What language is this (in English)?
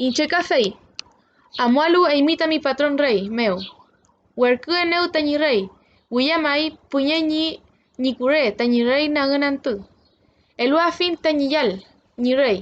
Mapuche